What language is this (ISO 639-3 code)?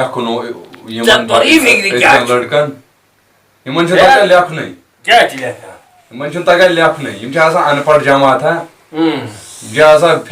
kas